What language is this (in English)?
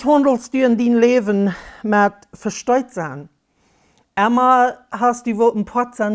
Plautdietsch